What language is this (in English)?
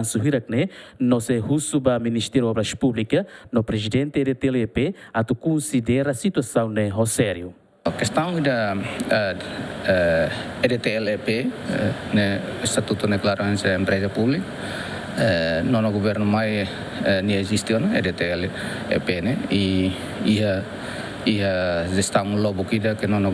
Tetum